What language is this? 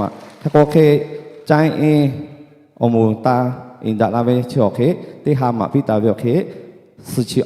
Lahu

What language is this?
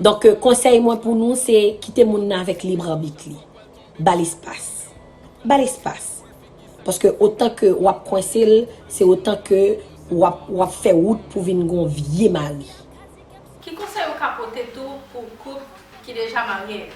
Haitian Creole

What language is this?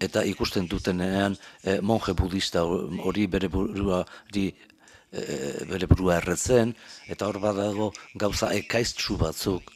Basque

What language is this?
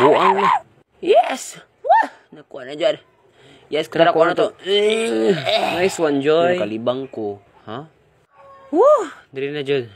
Cebuano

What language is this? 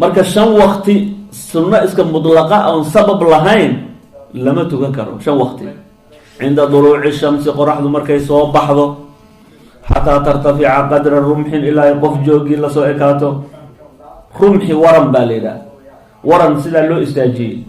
Somali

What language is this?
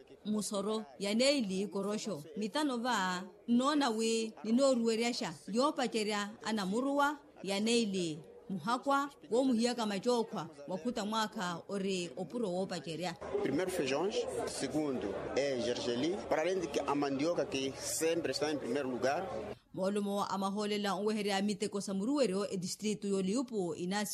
Makhuwa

